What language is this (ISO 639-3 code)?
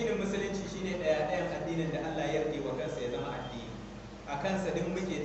hau